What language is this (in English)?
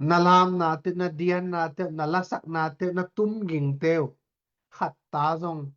Tedim Chin